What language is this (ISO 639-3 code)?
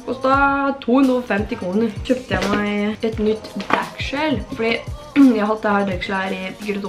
nor